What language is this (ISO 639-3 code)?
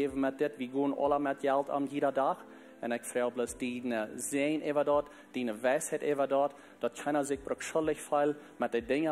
pdt